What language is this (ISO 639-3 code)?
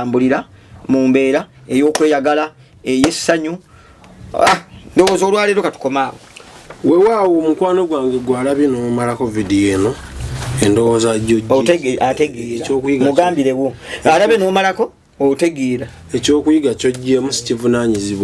lug